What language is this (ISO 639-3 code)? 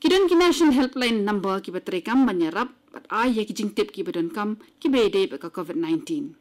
kha